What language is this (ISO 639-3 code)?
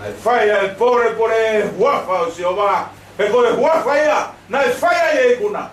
ton